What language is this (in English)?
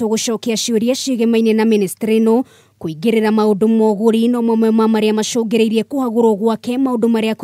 Kikuyu